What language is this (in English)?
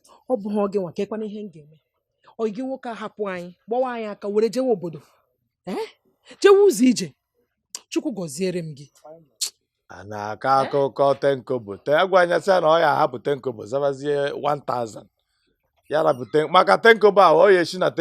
Igbo